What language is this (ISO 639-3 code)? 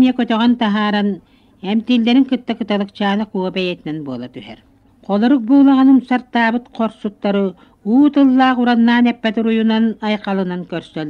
sah